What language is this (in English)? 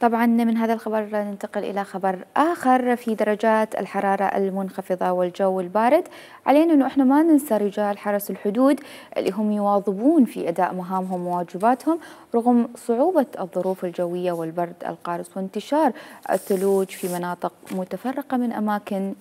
Mesopotamian Arabic